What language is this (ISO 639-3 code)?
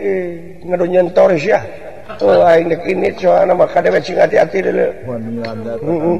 sun